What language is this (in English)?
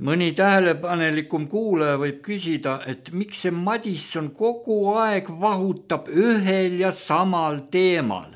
Estonian